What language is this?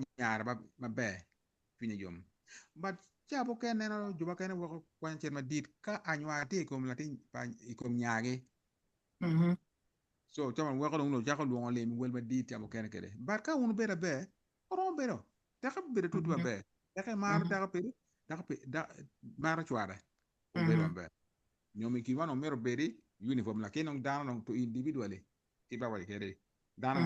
Acoli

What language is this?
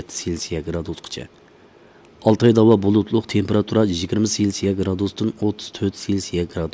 Uyghur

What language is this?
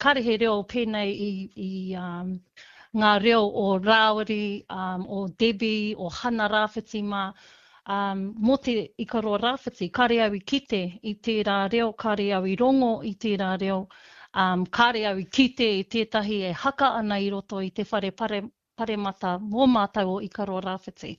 Māori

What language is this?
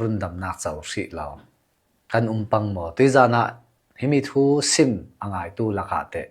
Hakha Chin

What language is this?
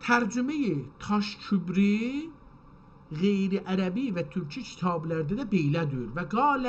South Azerbaijani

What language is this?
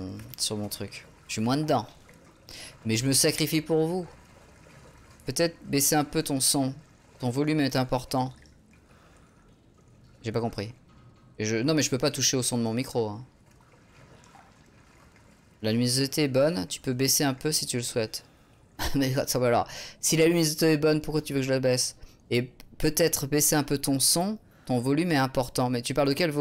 French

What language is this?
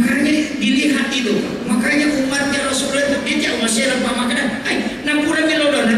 Buginese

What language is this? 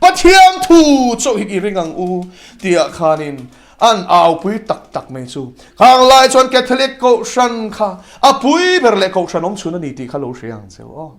Mizo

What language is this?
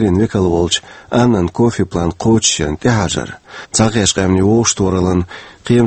Chechen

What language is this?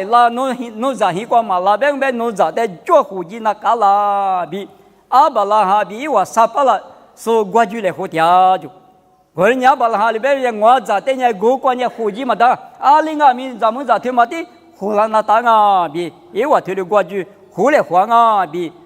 Lisu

